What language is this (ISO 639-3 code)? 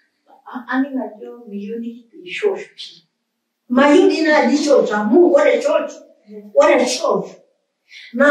mas